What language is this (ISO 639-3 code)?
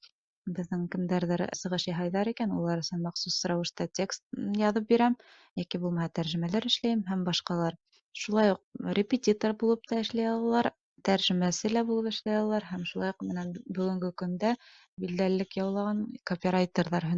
bak